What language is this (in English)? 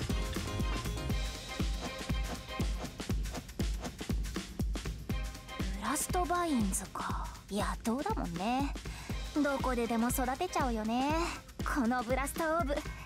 Japanese